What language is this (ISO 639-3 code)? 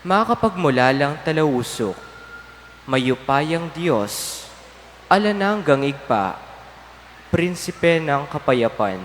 pam